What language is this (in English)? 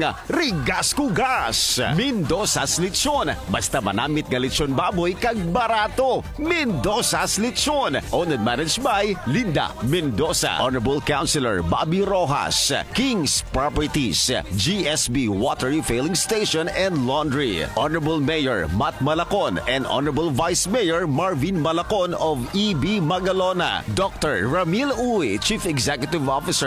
Hiligaynon